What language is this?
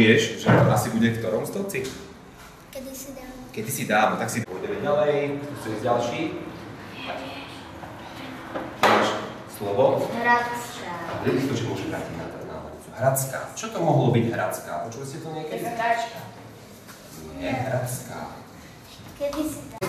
Slovak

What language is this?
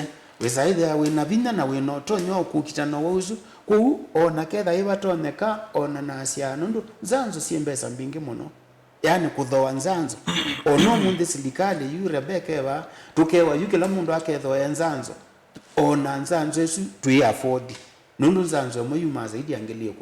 Kamba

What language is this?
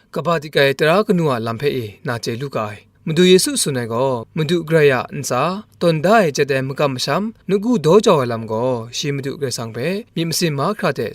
Kachin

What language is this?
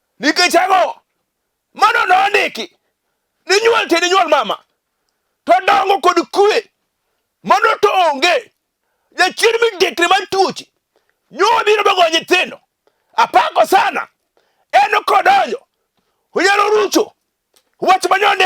Luo (Kenya and Tanzania)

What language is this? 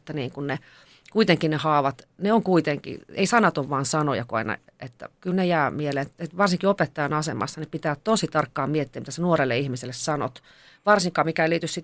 Finnish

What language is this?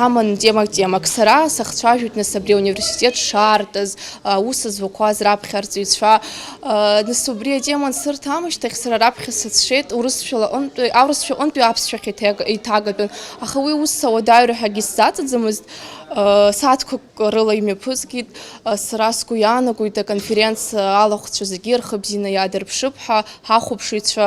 Abkhazian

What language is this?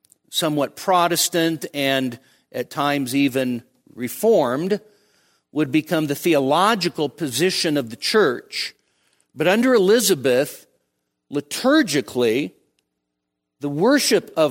English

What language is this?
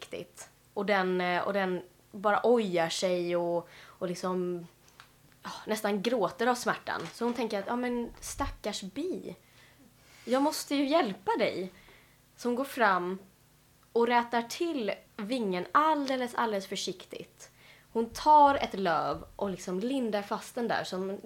Swedish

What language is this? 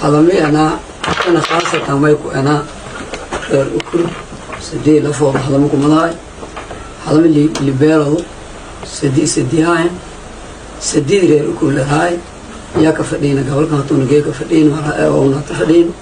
Somali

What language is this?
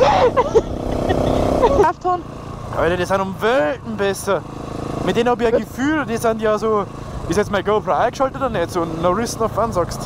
Bavarian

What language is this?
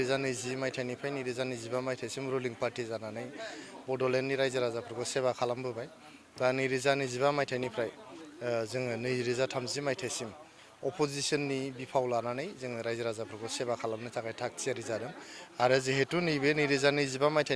Bodo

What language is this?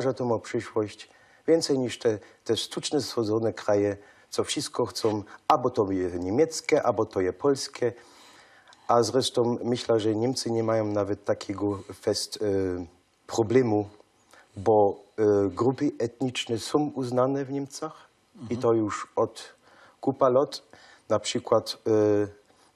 Silesian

